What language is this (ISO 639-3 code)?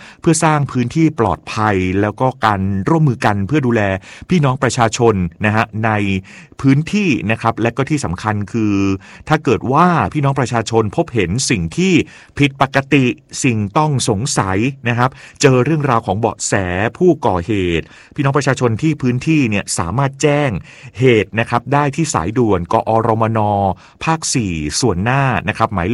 tha